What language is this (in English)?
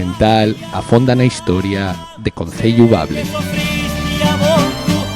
Asturian